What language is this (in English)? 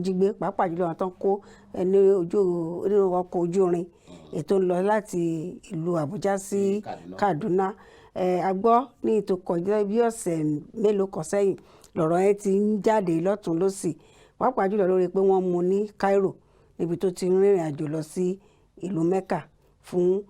Yoruba